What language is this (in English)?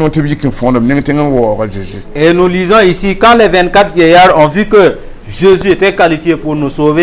Mossi